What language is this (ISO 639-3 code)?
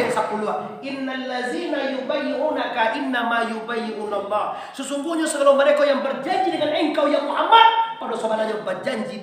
min